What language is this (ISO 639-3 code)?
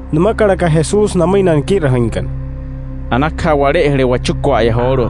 guc